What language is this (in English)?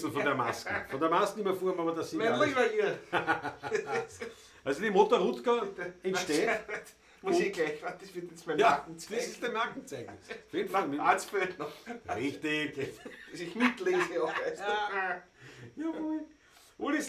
Bavarian